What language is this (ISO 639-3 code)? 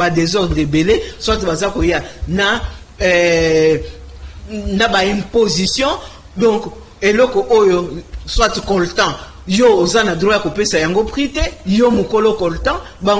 lin